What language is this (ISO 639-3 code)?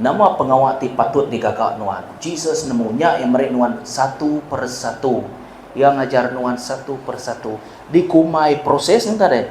iba